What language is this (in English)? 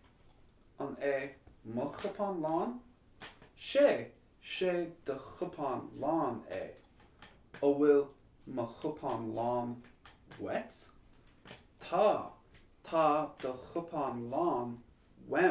Irish